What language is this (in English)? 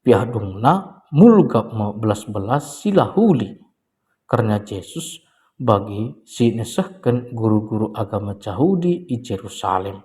Batak Karo